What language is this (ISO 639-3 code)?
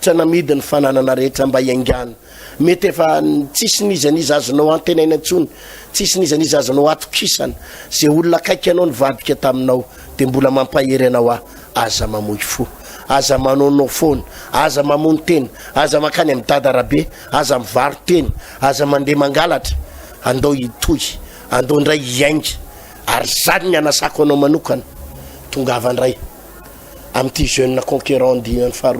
mlg